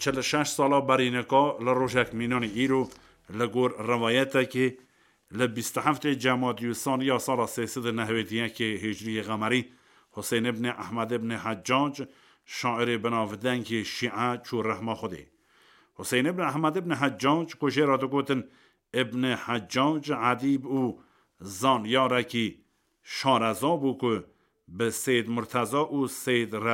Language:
Kurdish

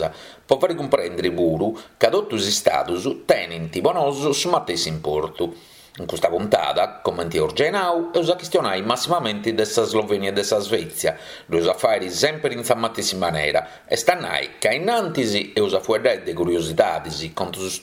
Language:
Sardinian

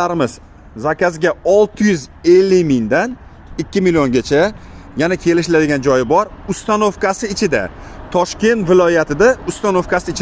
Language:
Uzbek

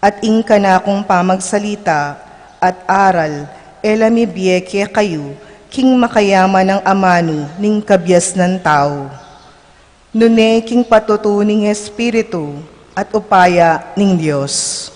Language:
Pampanga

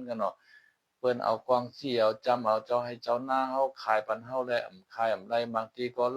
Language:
Shan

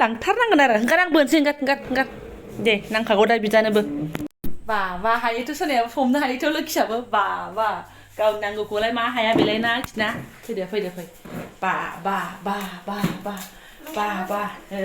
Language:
Bodo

